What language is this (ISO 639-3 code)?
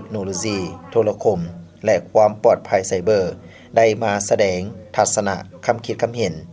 lao